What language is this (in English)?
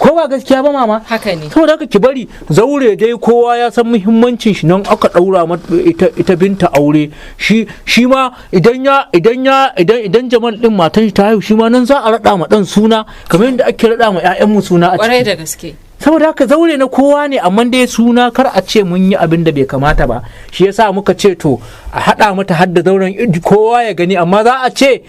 Hausa